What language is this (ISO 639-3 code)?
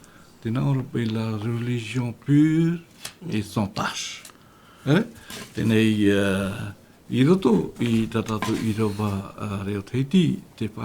tah